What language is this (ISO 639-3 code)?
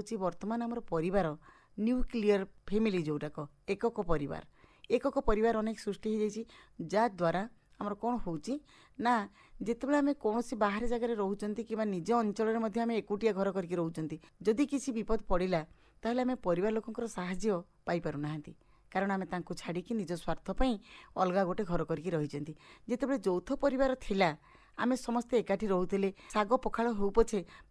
ori